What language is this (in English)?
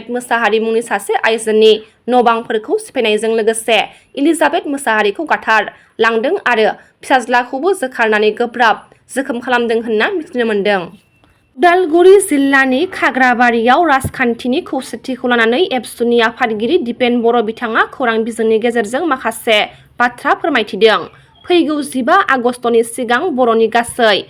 Bodo